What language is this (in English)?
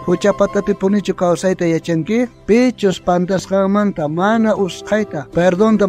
South Bolivian Quechua